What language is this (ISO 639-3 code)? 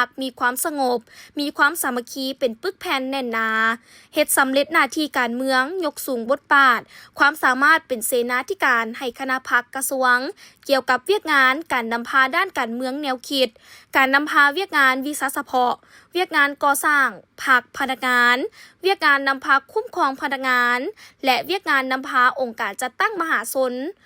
lao